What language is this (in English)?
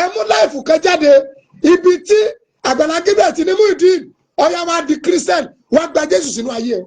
Yoruba